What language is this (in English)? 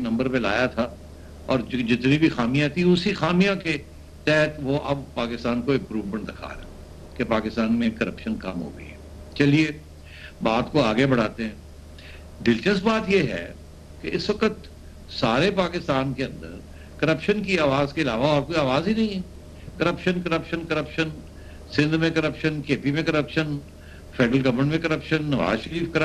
Urdu